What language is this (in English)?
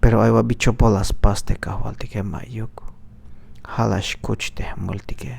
Tzeltal